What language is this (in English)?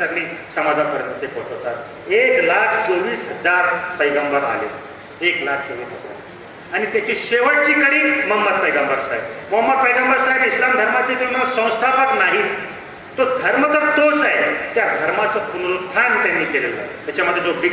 Marathi